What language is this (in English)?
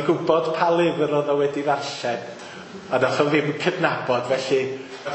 Welsh